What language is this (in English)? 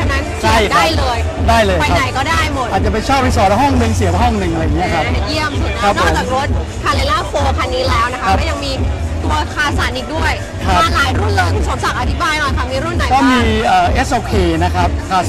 Thai